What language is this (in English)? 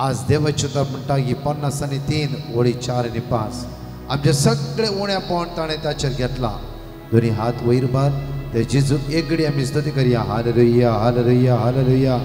Konkani